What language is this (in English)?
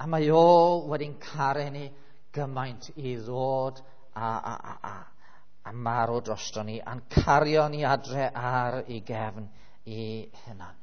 Welsh